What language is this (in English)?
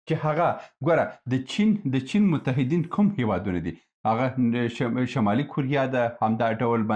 Pashto